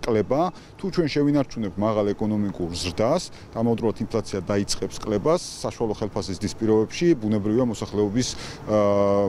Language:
Georgian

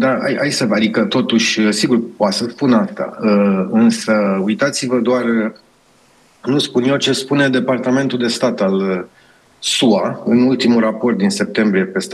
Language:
Romanian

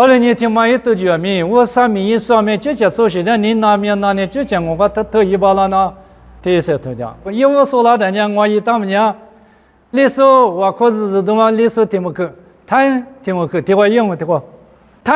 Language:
Lisu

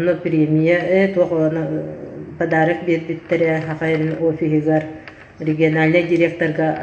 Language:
Yakut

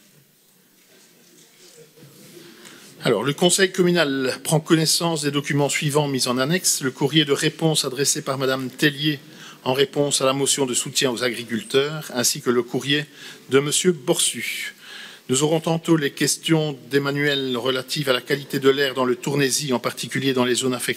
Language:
French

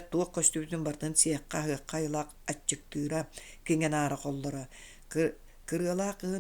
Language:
Yakut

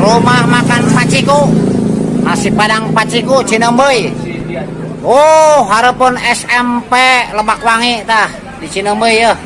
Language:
Sundanese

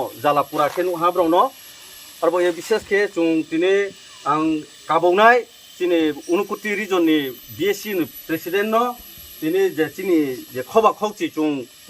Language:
Riang (India)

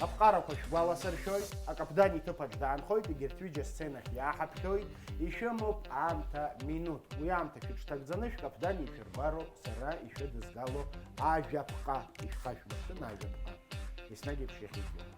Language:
Abkhazian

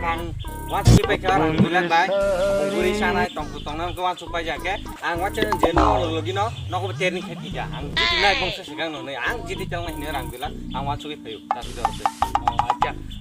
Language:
Kok Borok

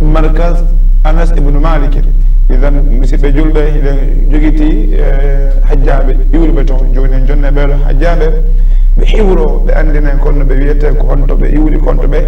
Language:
Fula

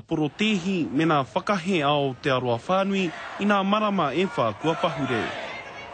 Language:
Māori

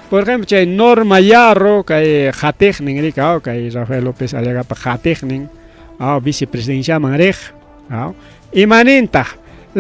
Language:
Ayacucho Quechua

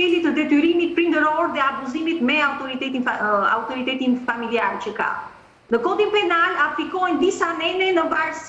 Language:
Albanian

